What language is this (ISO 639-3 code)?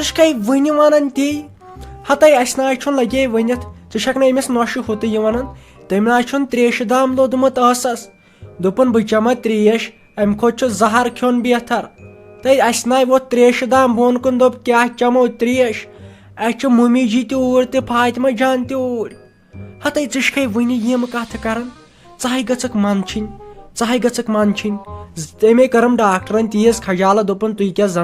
kas